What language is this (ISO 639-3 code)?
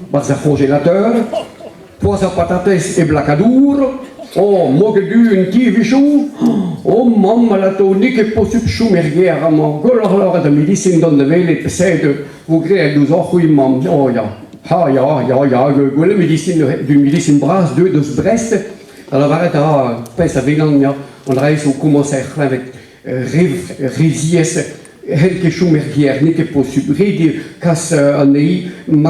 bre